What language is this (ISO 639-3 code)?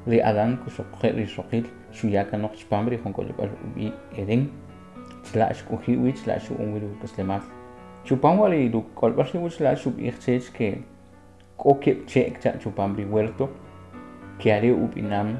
quc